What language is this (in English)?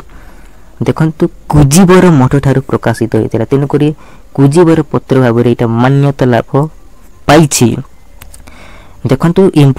Odia